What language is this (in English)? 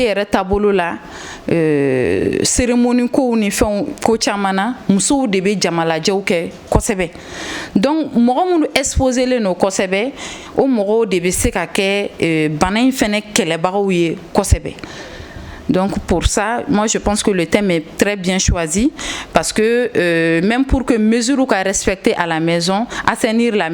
Bambara